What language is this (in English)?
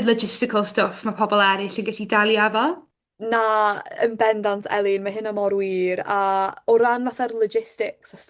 Welsh